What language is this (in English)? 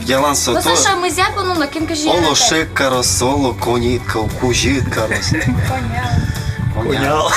Udmurt